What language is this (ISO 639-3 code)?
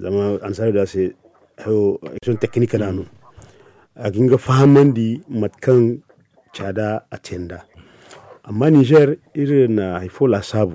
dje